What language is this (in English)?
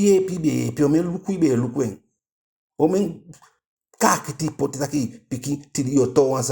Eastern Maroon Creole